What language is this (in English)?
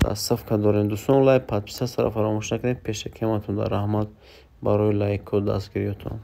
Tajik